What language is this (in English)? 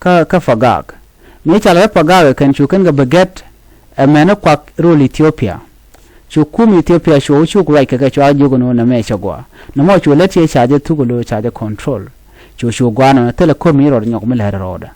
Nuer